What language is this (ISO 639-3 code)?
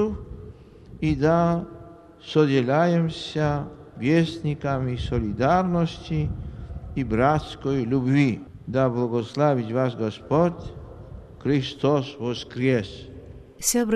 bel